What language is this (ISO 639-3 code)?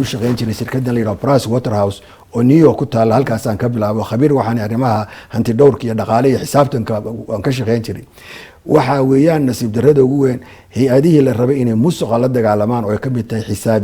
som